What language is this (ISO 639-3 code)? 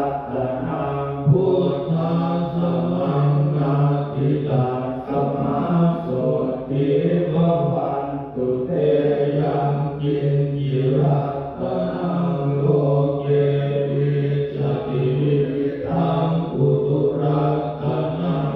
pli